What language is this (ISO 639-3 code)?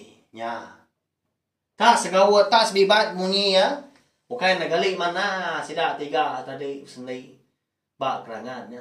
iba